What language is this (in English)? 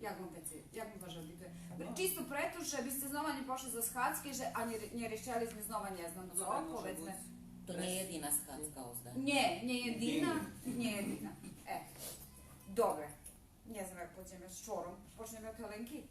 Rusyn